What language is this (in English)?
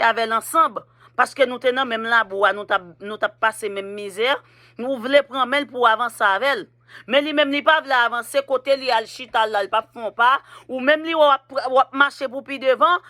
Haitian Creole